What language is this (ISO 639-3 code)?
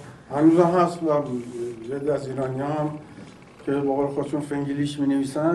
fas